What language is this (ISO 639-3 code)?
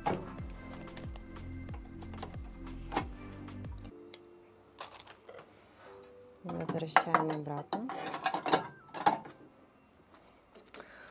rus